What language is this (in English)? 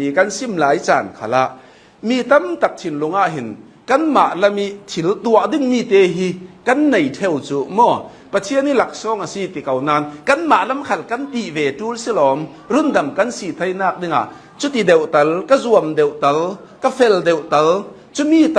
Hakha Chin